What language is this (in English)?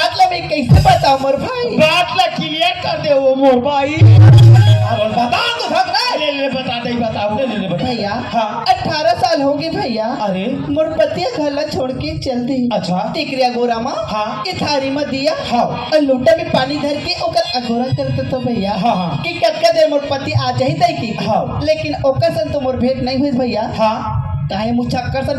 Chhattisgarhi